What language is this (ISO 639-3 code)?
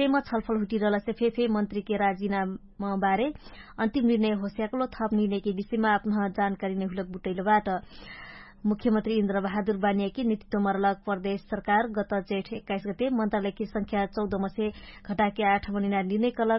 thl